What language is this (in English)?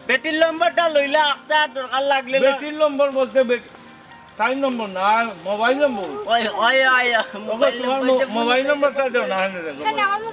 Sylheti